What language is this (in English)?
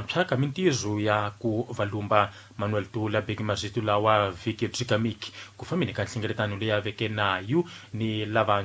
Tsonga